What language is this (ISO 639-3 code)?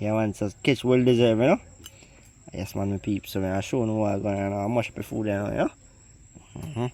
jam